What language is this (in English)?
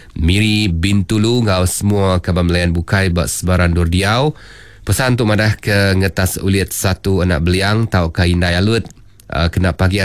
Iban